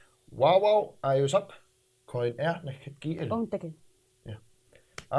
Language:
Kalaallisut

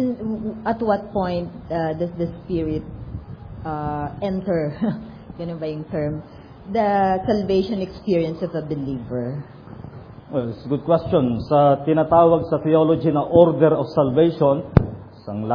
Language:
Filipino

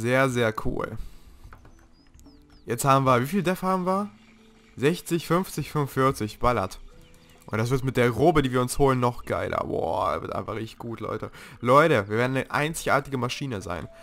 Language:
German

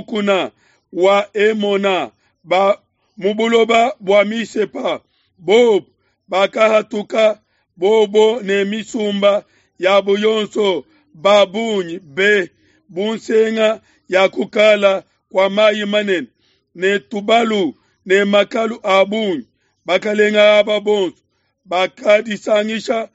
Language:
Luba-Lulua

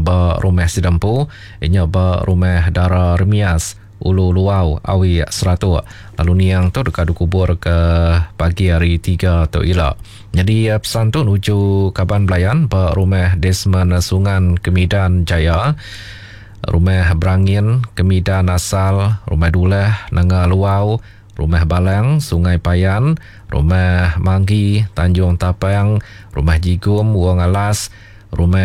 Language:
Iban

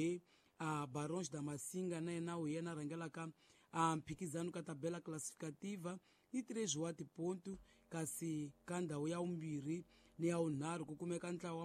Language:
Tsonga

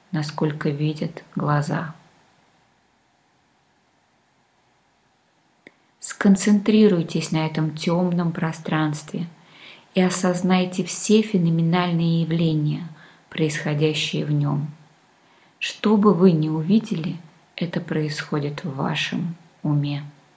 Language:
Russian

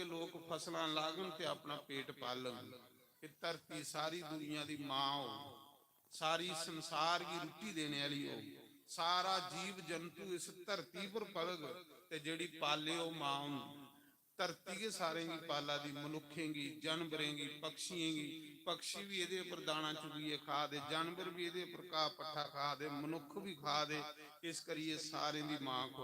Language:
Dogri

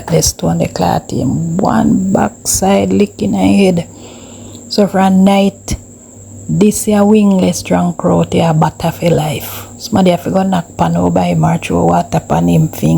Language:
Jamaican Creole English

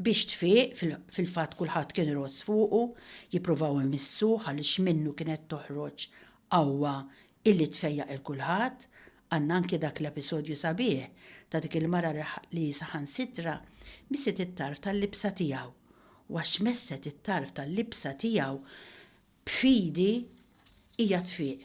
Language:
Maltese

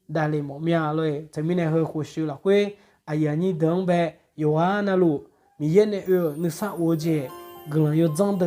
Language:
Akha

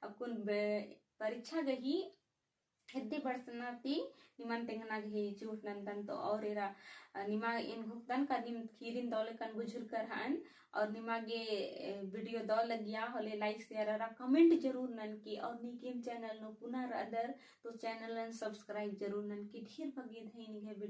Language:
Kurukh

